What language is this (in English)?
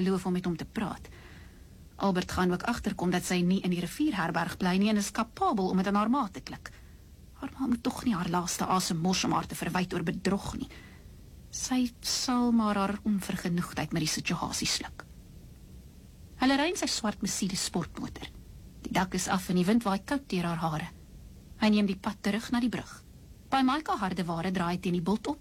Afrikaans